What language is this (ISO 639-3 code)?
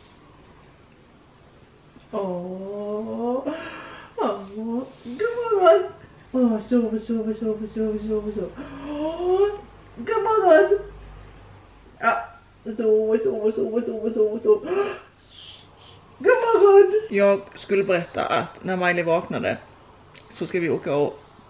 swe